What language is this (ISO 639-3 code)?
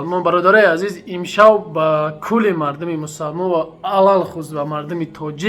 tgk